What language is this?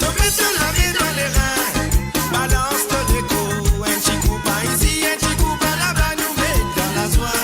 Morisyen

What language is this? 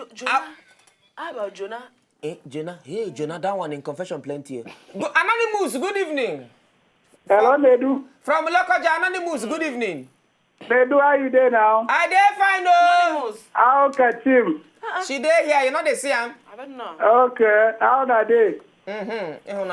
Nigerian Pidgin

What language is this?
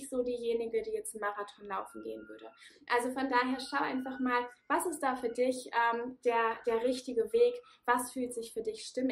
German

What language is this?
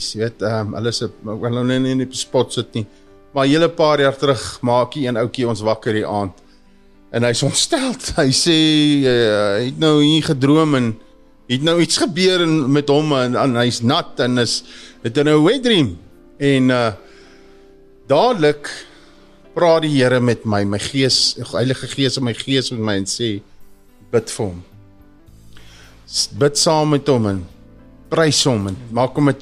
Afrikaans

